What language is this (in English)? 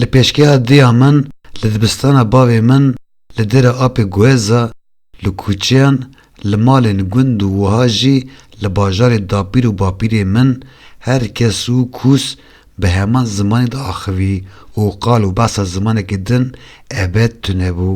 Kurdish